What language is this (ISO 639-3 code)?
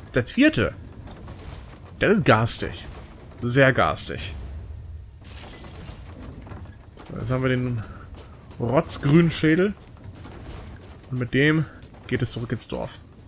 deu